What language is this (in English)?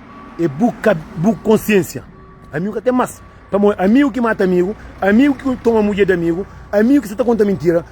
Kabuverdianu